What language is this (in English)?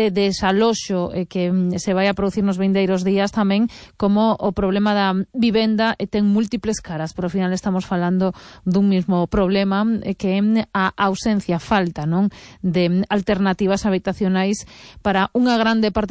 Galician